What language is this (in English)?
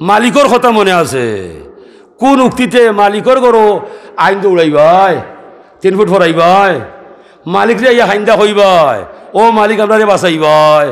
Sylheti